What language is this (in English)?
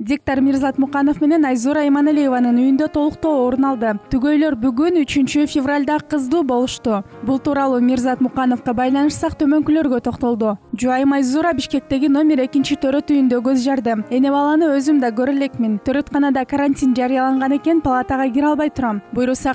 Kyrgyz